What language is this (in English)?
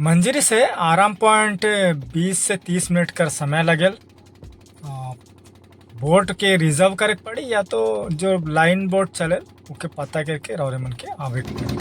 Sadri